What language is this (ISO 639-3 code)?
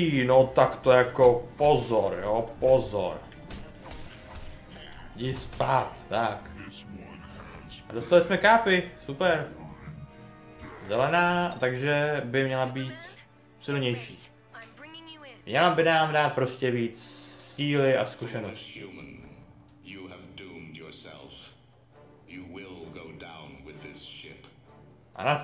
ces